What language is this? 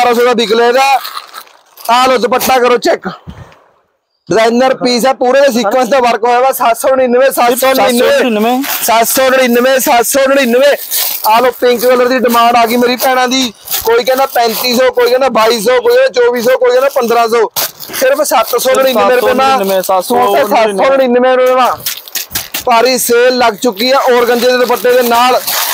Punjabi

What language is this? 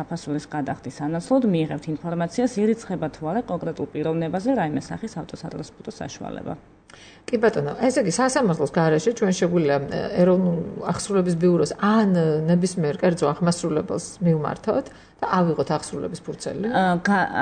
Georgian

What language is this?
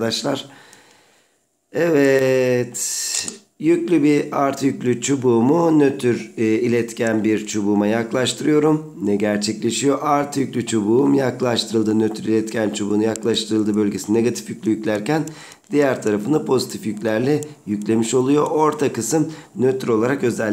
Turkish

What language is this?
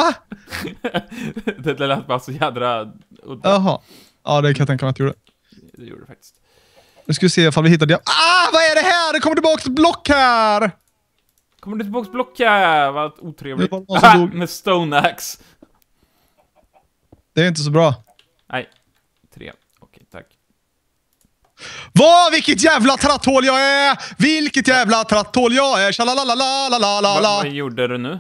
Swedish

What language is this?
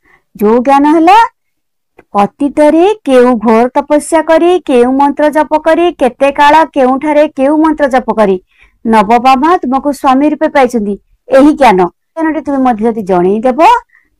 Odia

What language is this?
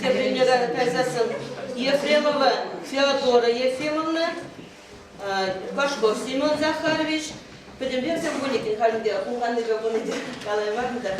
Chuvash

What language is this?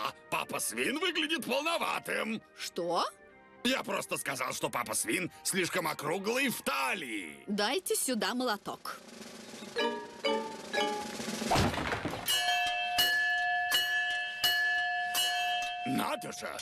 Russian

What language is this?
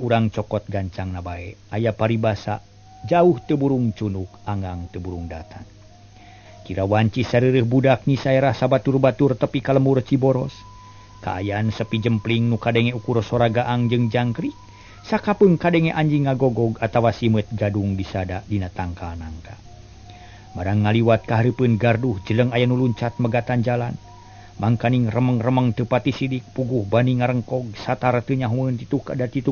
Sundanese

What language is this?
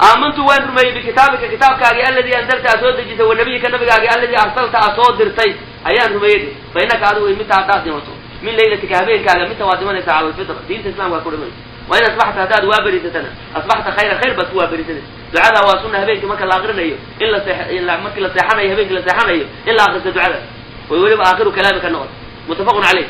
Somali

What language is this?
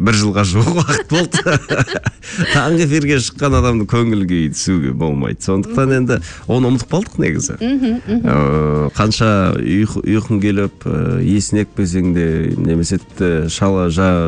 Kazakh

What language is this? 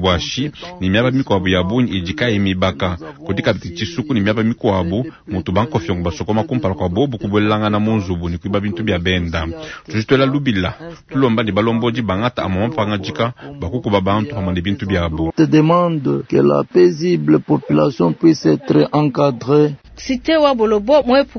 Luba-Lulua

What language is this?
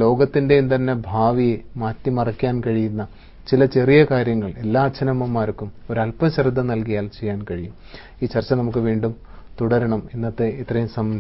Malayalam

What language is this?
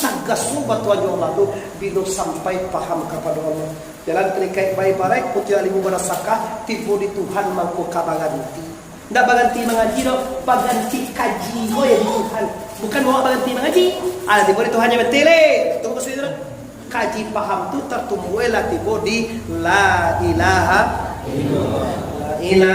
Minangkabau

